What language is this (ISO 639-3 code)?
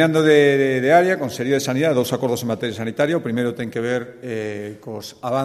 glg